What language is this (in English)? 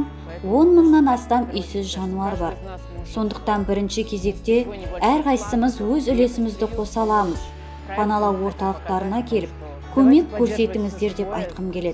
Kazakh